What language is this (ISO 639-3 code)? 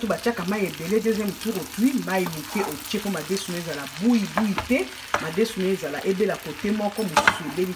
lin